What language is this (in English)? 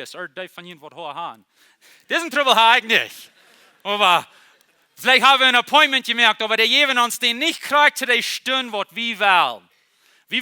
Plautdietsch